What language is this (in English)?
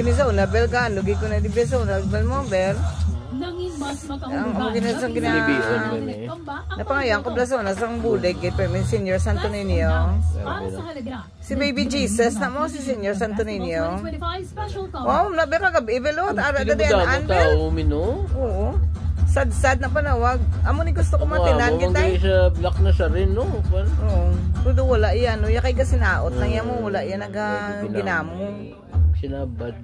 Hiligaynon